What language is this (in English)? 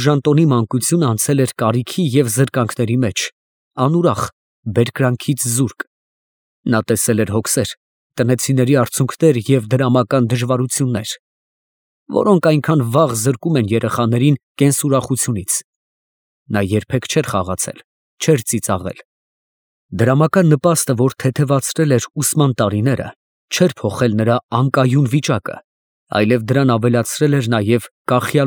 Armenian